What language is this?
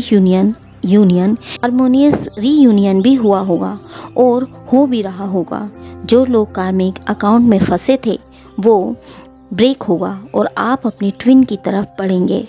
Hindi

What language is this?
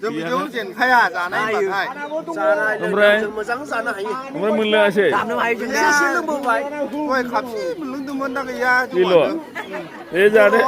Bodo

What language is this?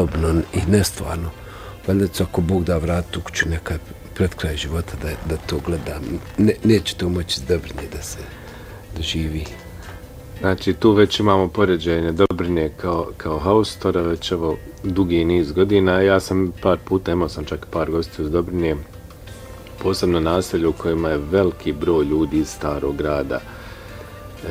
Bosnian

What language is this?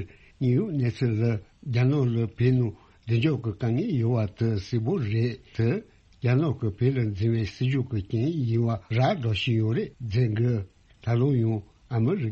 Tibetan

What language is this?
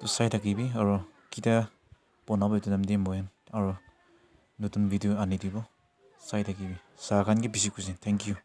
Naga Pidgin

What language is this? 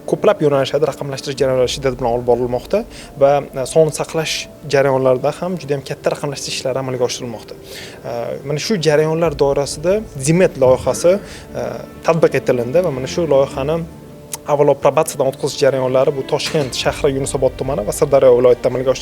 Uzbek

